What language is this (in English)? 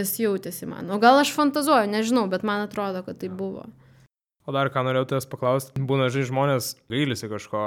Lithuanian